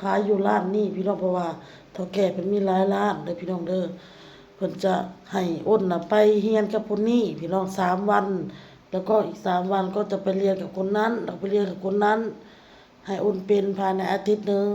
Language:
Lao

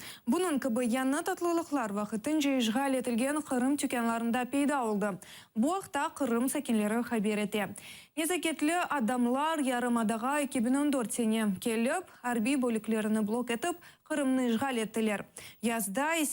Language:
Crimean Tatar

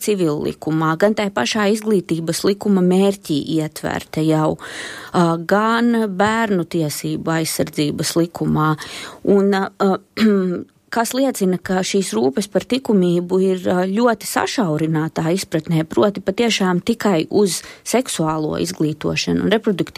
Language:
Latvian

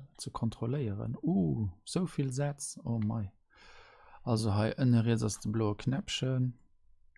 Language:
Luxembourgish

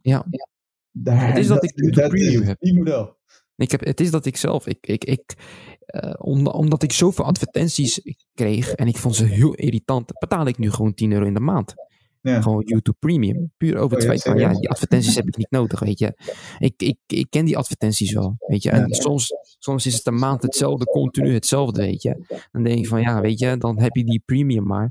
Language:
Dutch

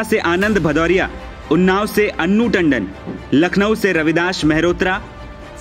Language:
Hindi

